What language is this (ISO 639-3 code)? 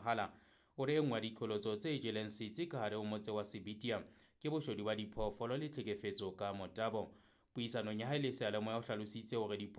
sot